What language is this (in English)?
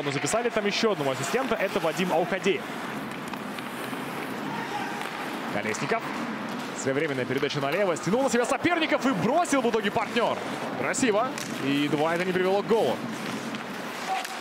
Russian